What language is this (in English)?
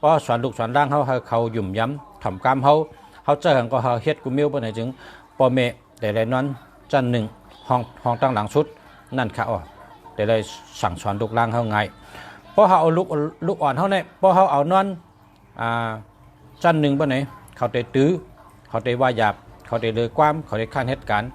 Shan